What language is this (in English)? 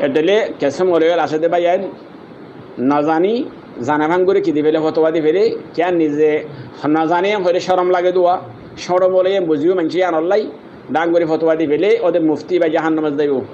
Rohingya